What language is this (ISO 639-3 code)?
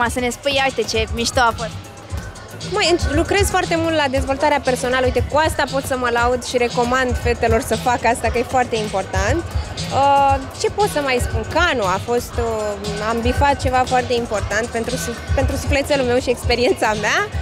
ron